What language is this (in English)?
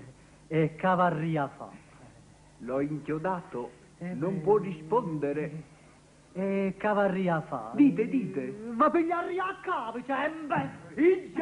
Neapolitan